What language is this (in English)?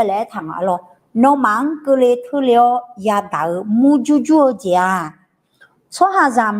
Akha